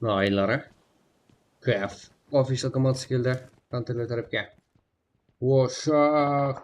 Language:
Kara-Kalpak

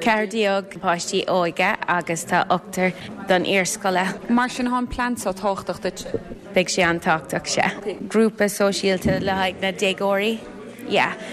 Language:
Irish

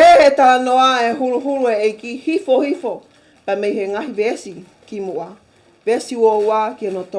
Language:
Tongan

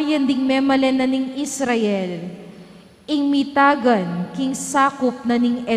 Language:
Pampanga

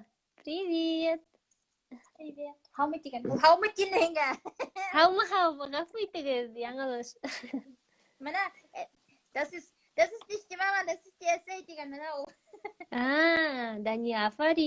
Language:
Bashkir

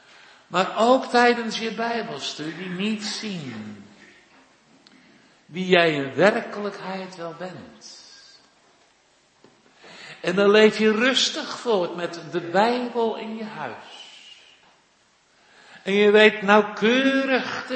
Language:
Dutch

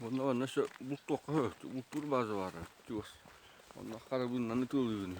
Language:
Yakut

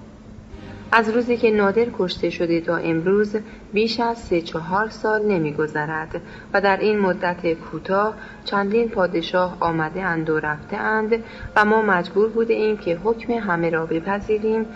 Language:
Persian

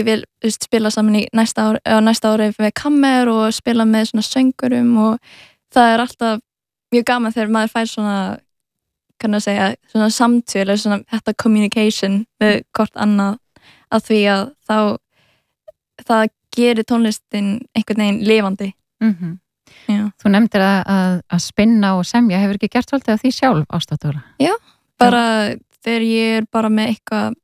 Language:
Icelandic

